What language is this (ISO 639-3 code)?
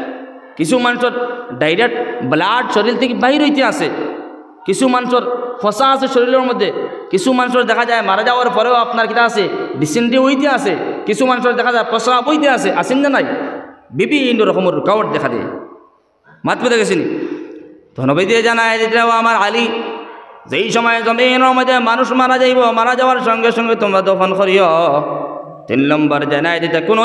syl